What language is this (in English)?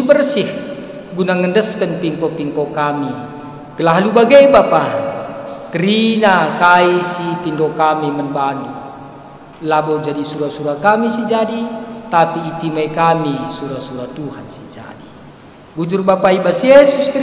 Batak Karo